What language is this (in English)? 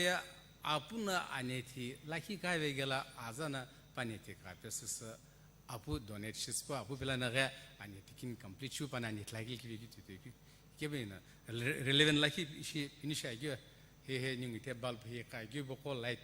Sumi Naga